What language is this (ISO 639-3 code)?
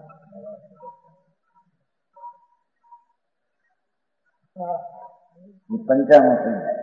guj